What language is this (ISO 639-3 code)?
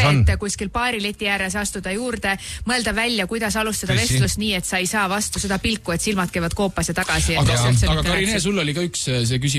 est